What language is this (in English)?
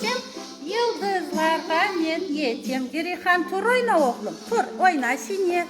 Crimean Tatar